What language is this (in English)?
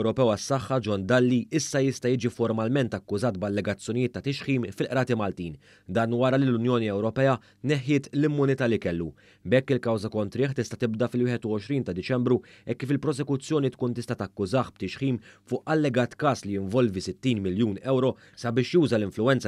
Maltese